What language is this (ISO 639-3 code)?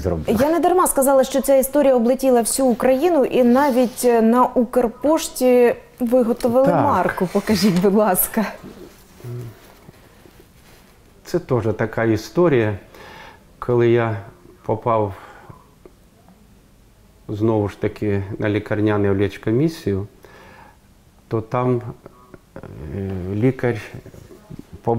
ukr